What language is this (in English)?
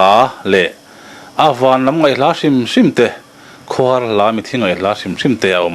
Mizo